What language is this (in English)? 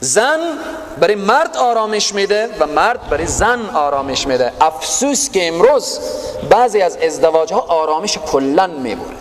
Persian